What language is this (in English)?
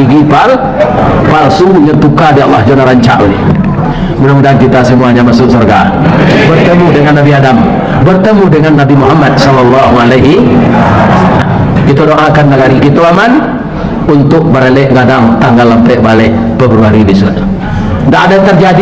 Minangkabau